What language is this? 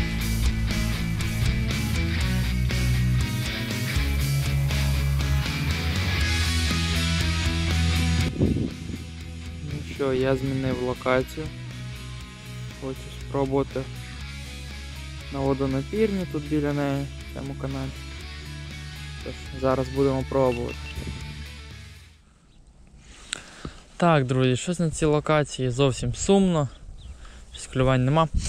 Ukrainian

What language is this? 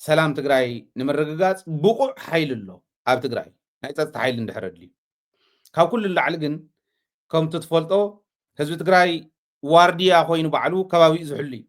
Tigrinya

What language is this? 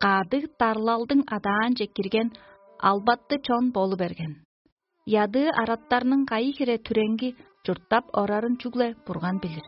Tuvinian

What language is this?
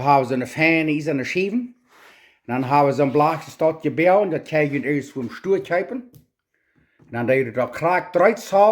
Plautdietsch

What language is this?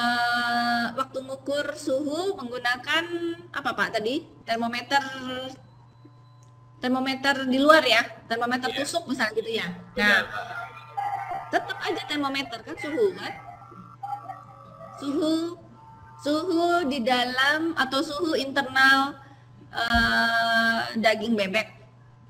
Indonesian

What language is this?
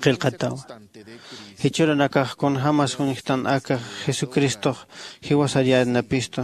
Aymara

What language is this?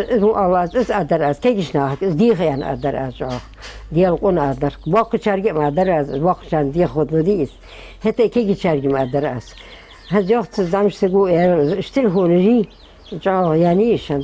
Ingush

